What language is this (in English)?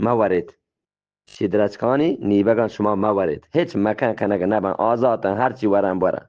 Eastern Balochi